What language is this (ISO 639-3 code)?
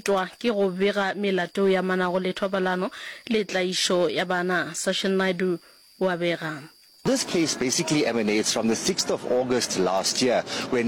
nso